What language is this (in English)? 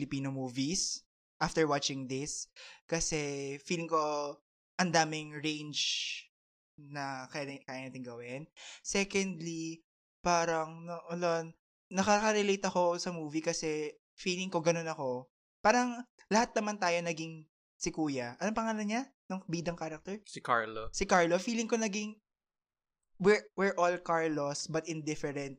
Filipino